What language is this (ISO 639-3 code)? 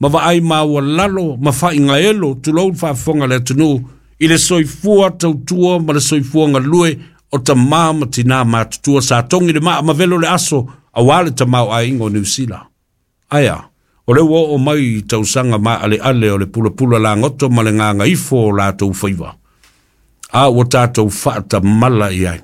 smo